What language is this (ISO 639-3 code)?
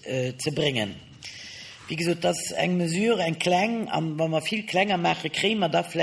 ltz